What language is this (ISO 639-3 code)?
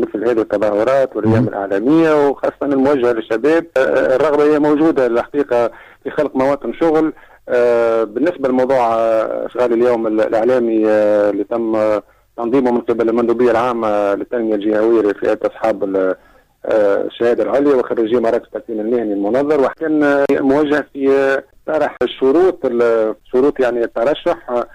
aeb